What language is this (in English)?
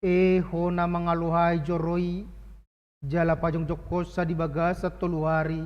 Batak Toba